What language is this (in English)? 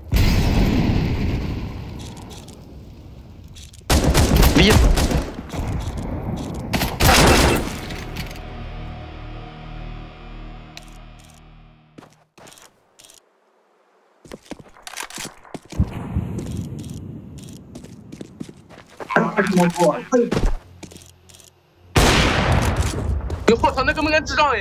Chinese